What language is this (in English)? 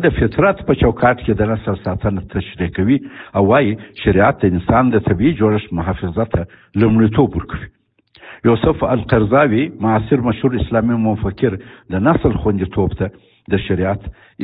Pashto